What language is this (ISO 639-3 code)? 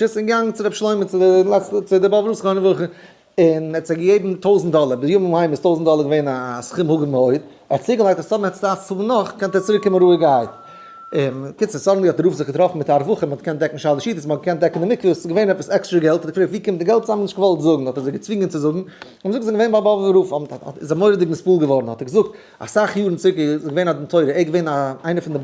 yid